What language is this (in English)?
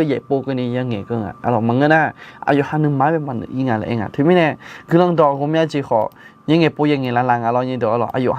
Akha